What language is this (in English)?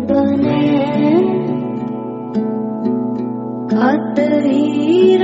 Hindi